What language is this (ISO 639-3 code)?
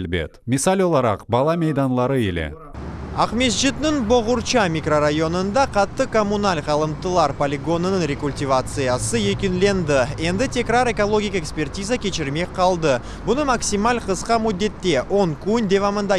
crh